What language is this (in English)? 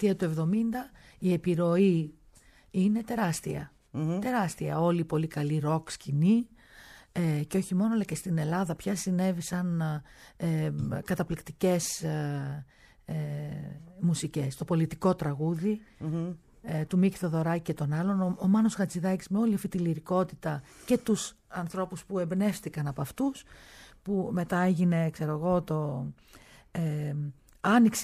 Greek